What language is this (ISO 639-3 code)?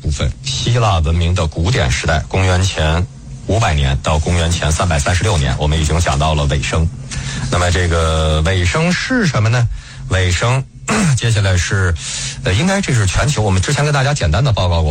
zho